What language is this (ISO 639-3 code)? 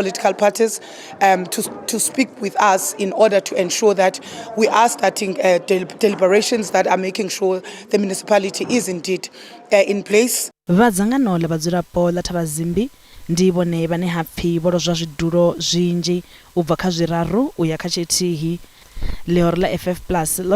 ven